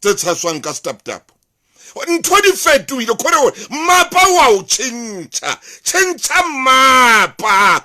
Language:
Southern Sotho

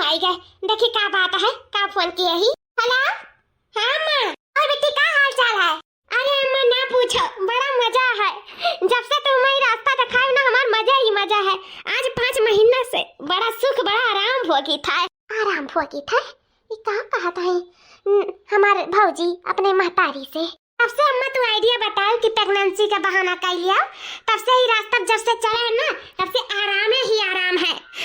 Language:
Awadhi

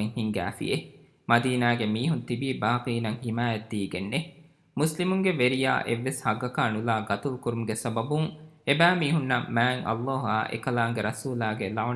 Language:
Divehi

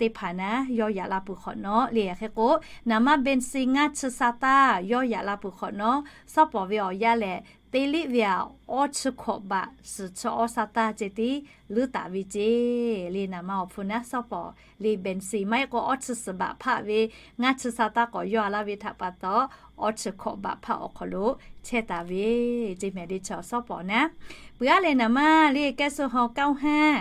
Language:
Lahu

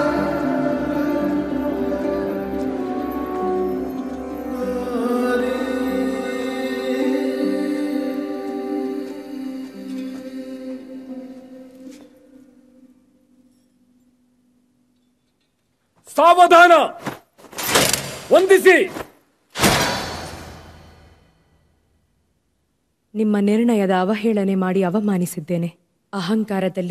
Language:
Kannada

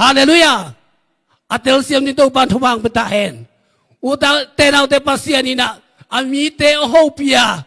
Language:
Tedim Chin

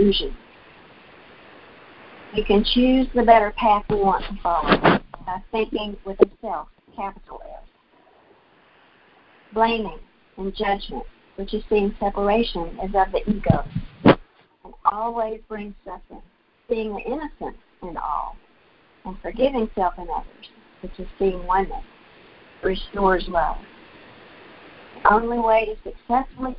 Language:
English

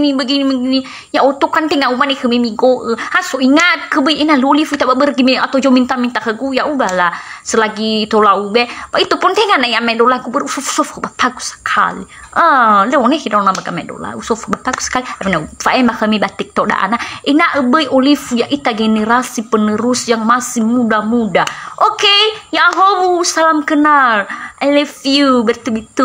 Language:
Nias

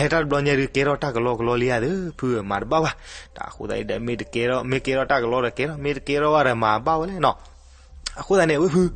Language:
S'gaw Karen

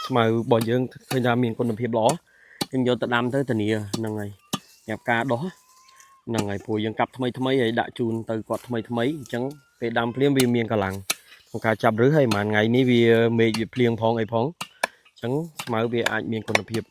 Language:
Khmer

